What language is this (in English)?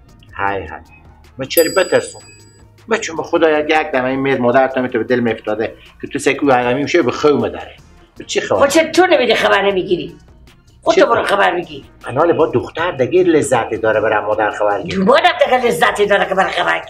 Persian